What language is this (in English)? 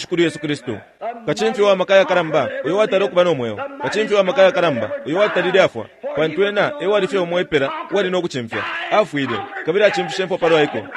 Bemba